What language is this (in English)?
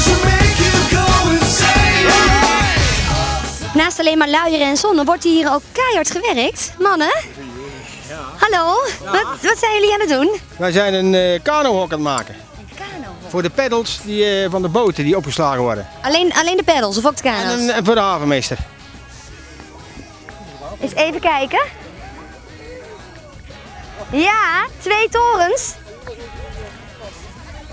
Dutch